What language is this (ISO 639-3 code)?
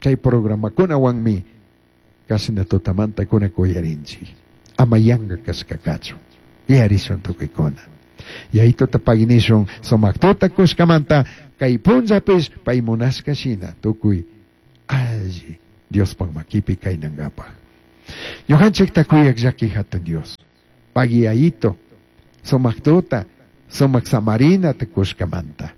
qug